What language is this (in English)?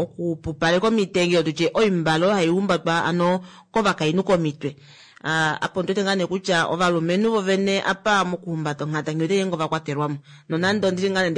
Kuanyama